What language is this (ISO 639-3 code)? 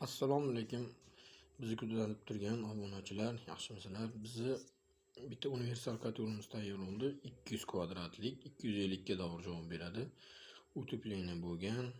uzb